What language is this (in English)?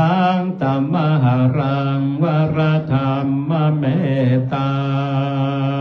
Pali